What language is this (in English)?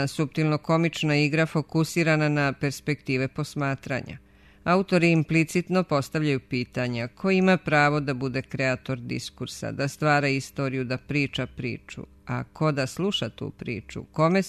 Serbian